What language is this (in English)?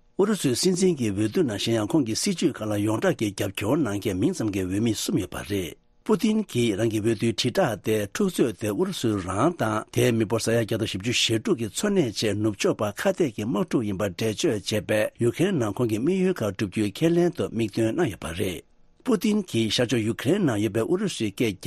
Tibetan